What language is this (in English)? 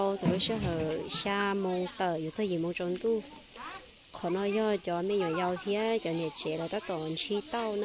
Hmong